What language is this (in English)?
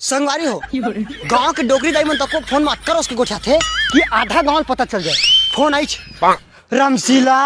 Chhattisgarhi